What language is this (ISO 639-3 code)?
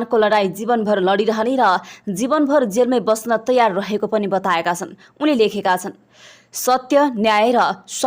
nep